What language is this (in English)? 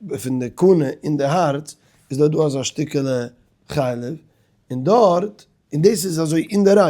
Yiddish